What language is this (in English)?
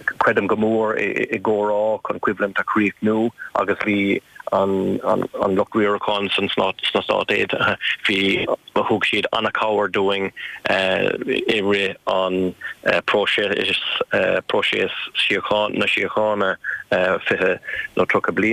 Irish